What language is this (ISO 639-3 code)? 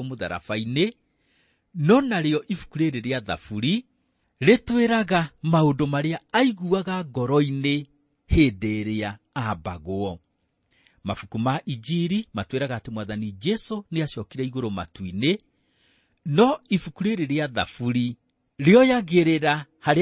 kik